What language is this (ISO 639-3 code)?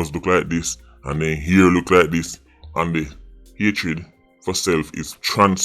jam